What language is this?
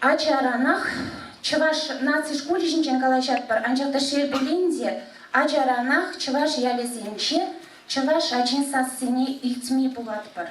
Chuvash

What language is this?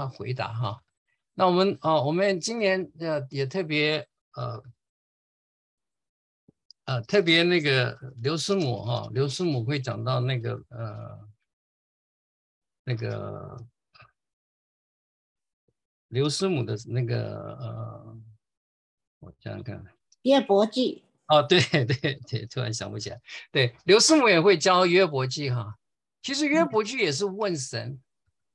Chinese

